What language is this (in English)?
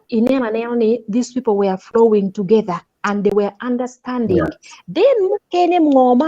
Acoli